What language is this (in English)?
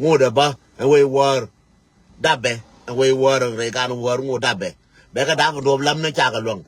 Nuer